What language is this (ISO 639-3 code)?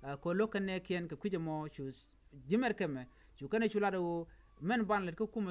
nus